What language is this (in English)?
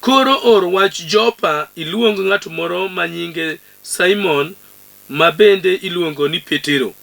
Luo (Kenya and Tanzania)